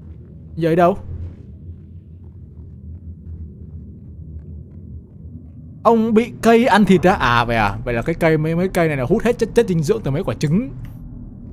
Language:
Vietnamese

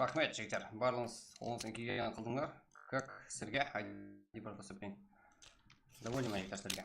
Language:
Kara-Kalpak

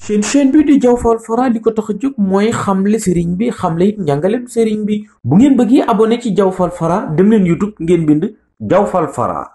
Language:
Wolof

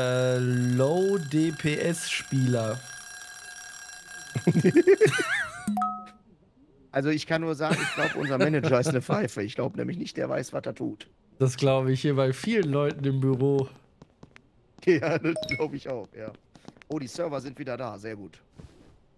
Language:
German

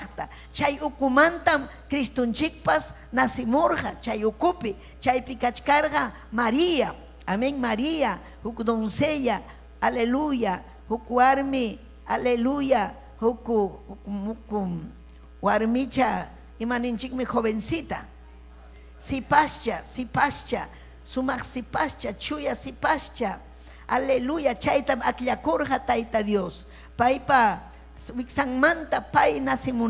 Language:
Ayacucho Quechua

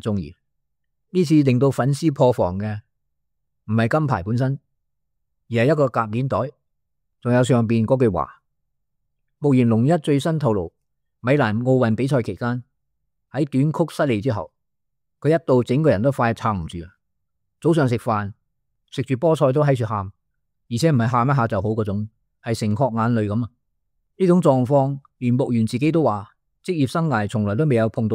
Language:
Cantonese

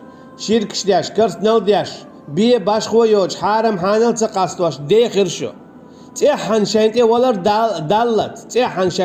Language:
Chechen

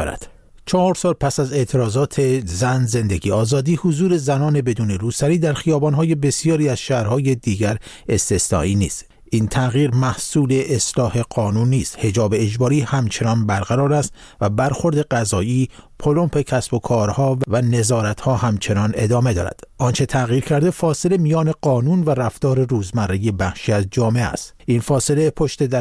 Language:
Persian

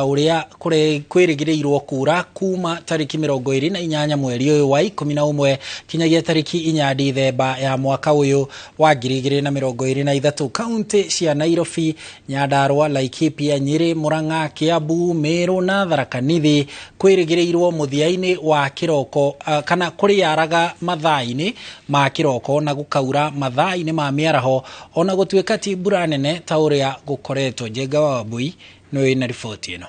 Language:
Kikuyu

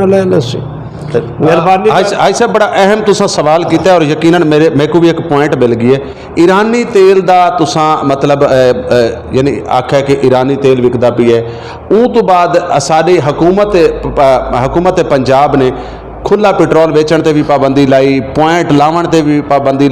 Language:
Western Panjabi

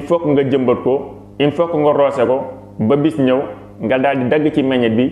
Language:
Wolof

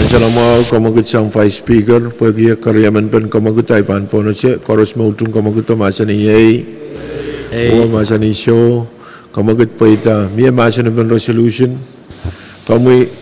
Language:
Pohnpeian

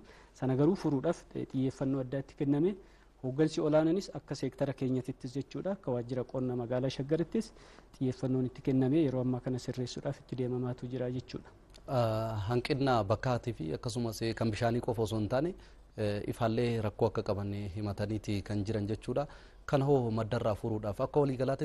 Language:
Oromo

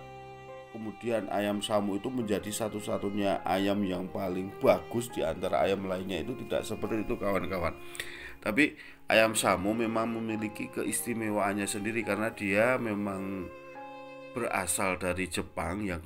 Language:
Indonesian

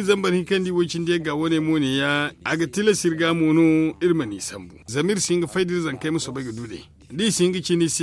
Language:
Zarma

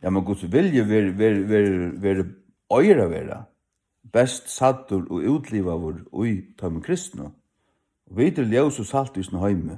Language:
Faroese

